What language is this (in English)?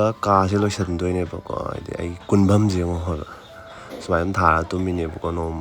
Manipuri